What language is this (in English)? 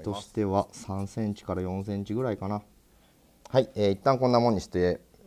Japanese